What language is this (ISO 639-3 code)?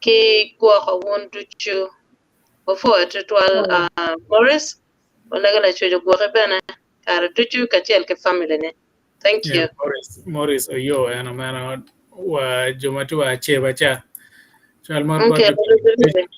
ach